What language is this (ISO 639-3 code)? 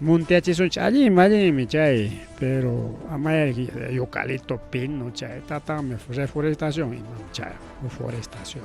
quy